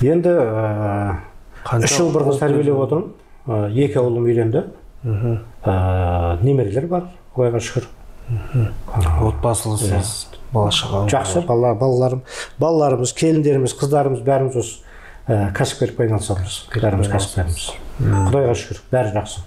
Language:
Kazakh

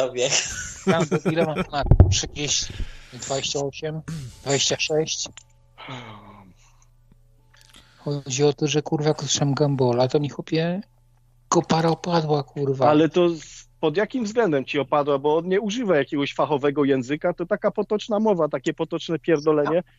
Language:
Polish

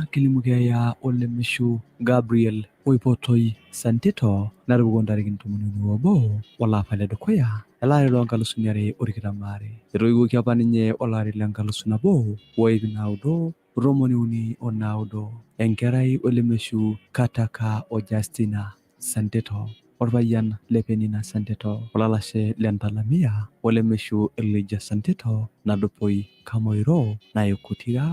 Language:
Masai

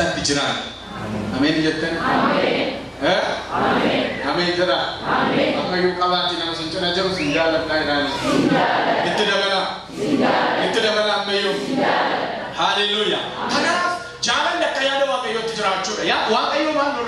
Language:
Oromo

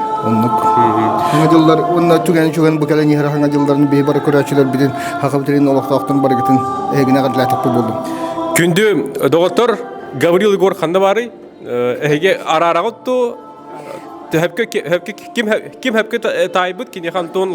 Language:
Yakut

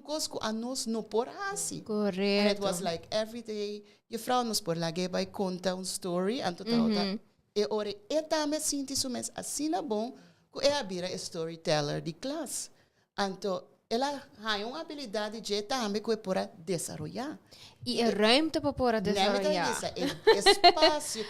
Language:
Papiamento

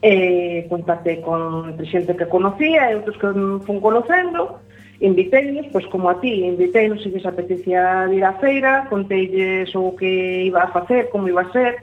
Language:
Galician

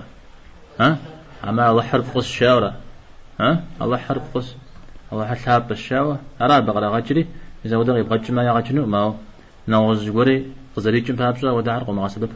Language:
Kabardian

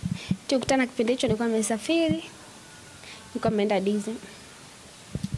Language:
Swahili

